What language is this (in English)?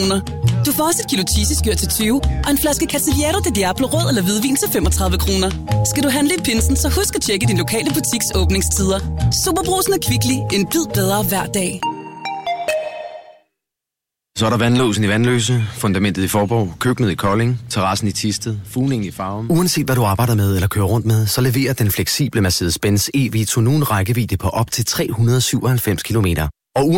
Danish